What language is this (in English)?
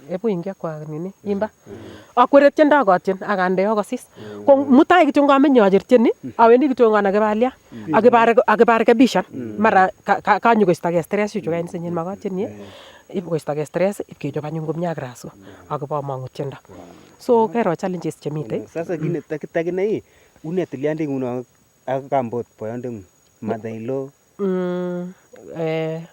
Nandi